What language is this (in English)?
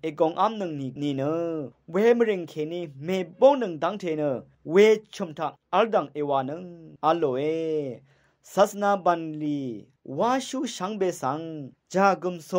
Rawang